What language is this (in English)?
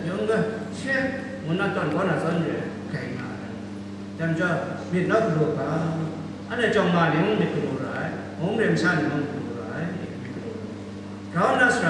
Kachin